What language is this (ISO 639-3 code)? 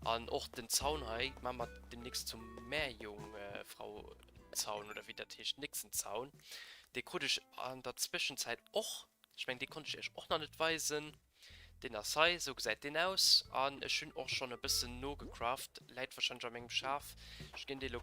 ltz